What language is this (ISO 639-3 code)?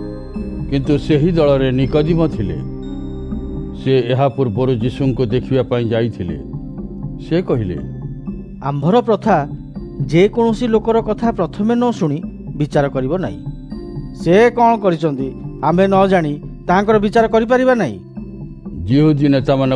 ori